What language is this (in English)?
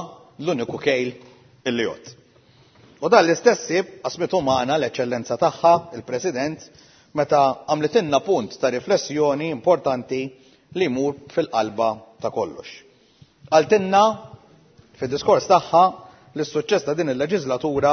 Maltese